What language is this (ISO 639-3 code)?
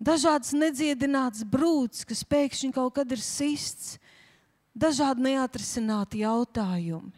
lav